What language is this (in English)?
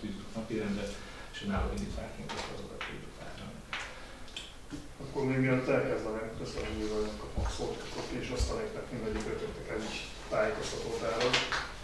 Hungarian